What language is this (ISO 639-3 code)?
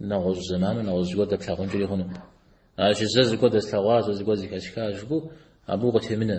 kbd